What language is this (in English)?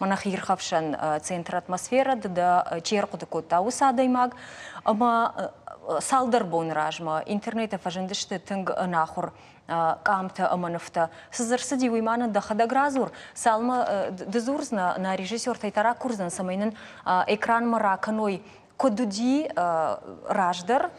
Ossetic